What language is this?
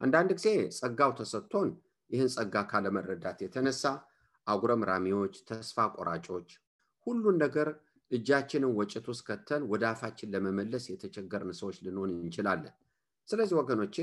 Amharic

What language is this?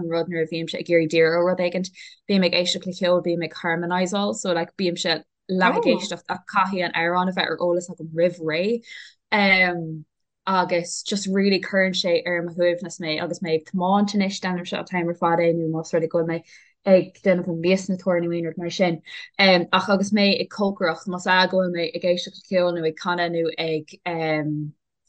Irish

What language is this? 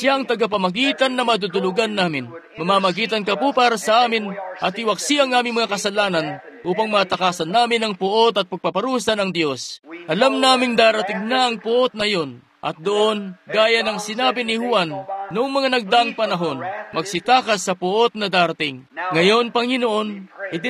Filipino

